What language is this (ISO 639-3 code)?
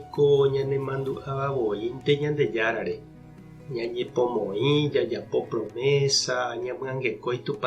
grn